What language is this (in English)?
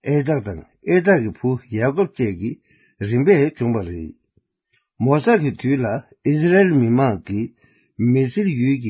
Tibetan